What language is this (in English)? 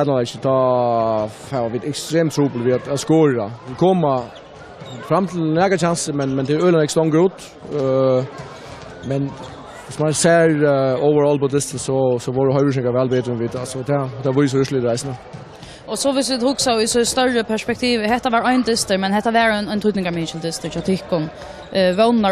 Faroese